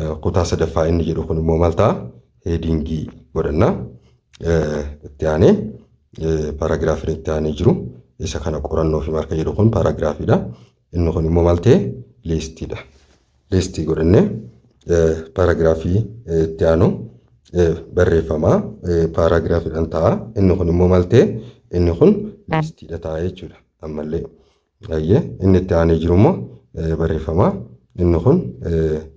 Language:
Oromo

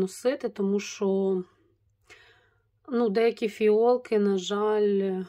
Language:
Ukrainian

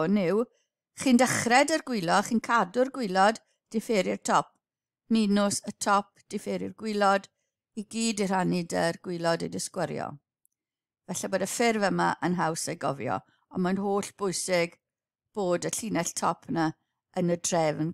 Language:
Welsh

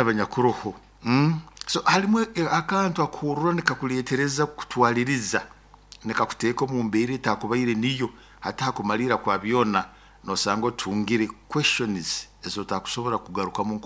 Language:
Nyoro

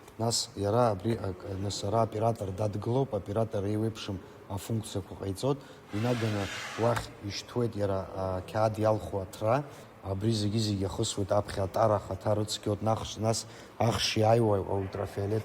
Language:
Abkhazian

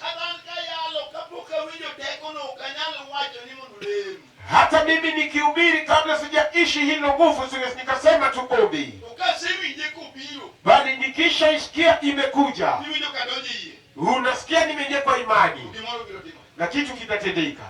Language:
Luo (Kenya and Tanzania)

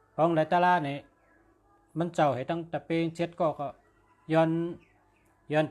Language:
Shan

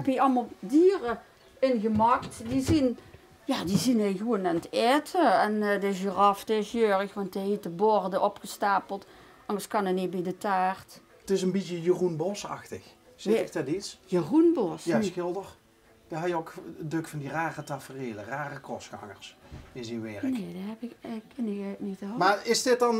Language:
Limburgish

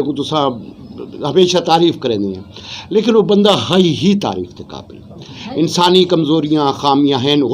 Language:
Western Panjabi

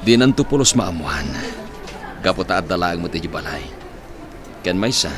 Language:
Iloko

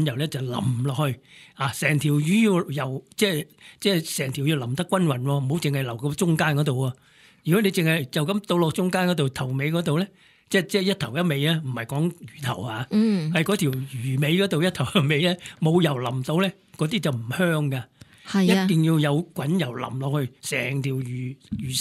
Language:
Cantonese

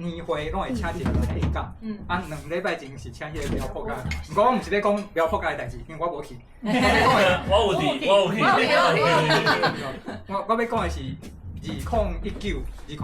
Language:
Min Nan Chinese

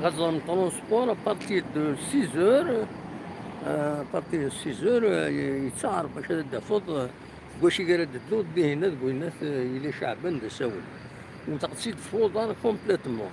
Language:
Kabyle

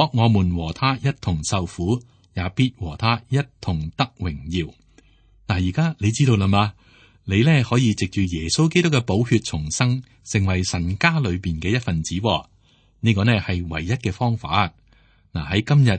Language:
Cantonese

